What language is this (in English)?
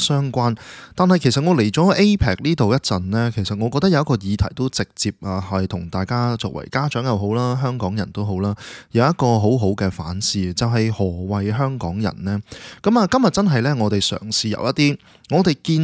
Cantonese